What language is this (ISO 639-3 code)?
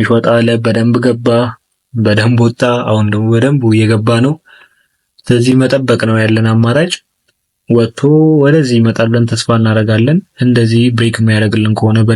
amh